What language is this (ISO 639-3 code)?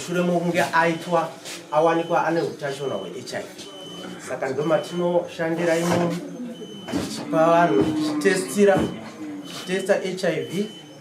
sna